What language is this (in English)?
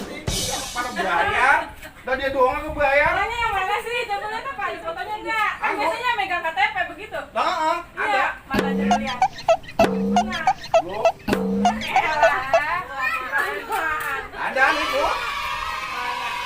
Betawi